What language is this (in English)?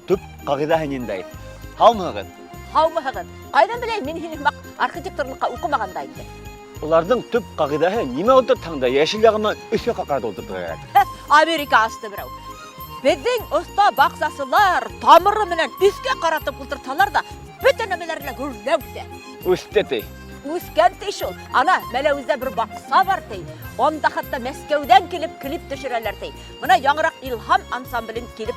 Bashkir